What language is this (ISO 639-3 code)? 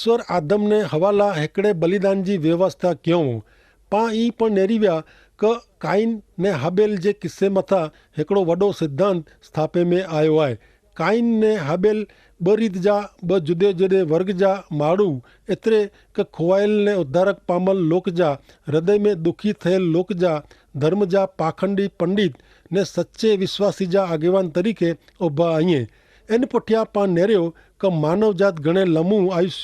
kfr